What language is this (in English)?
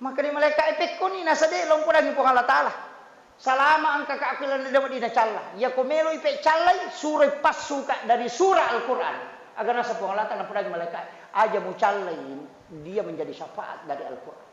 Buginese